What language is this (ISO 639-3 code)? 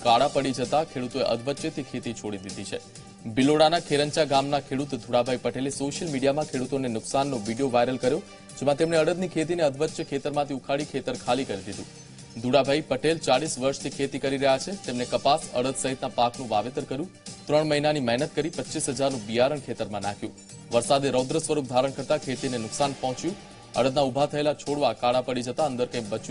guj